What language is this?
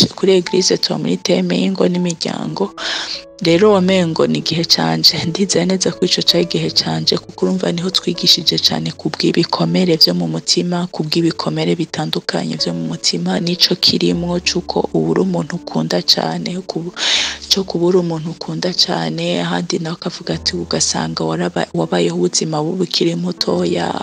Rundi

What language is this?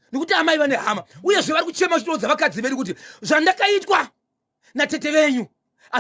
Shona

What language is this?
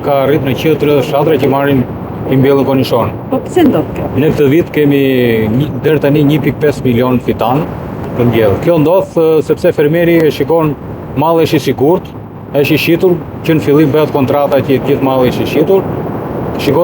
Albanian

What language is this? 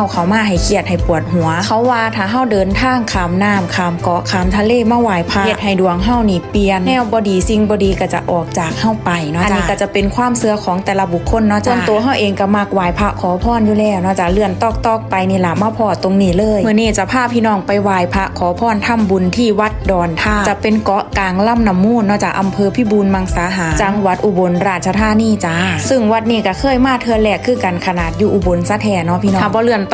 Northeastern Thai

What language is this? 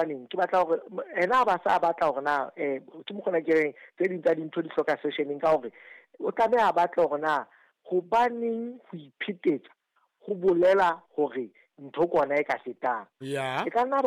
Southern Sotho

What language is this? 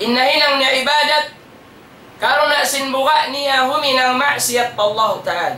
Tausug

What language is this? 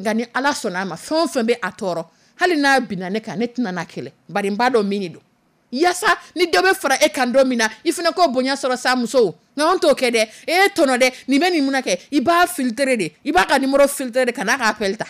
Dyula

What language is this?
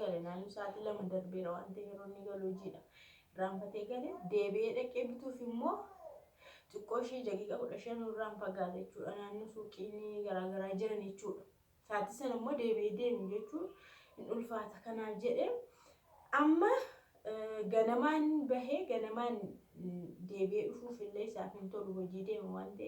Oromo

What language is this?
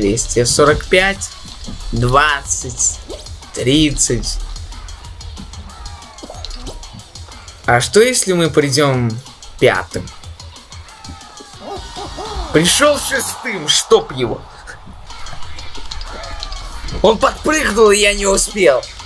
Russian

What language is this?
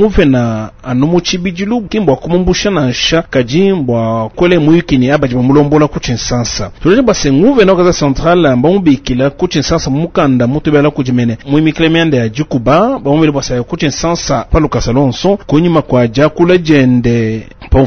Luba-Lulua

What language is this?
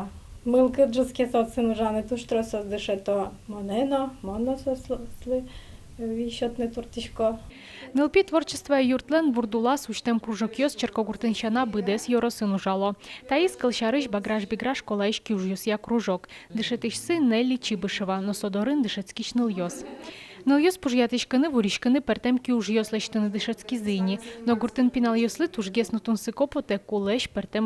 Udmurt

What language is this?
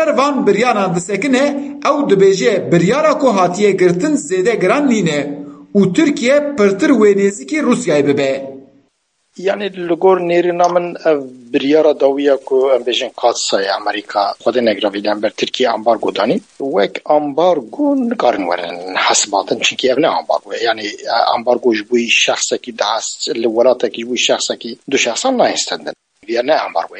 Kurdish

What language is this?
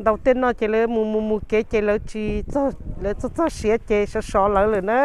Hmong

